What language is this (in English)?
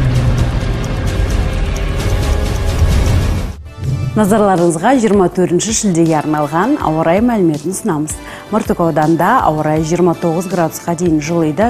Kazakh